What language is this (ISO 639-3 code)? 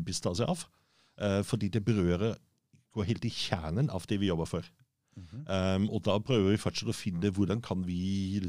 nor